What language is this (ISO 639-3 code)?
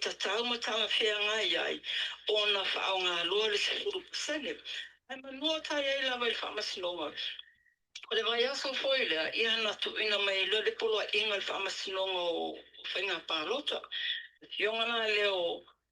smo